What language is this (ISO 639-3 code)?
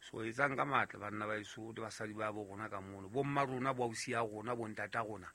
sot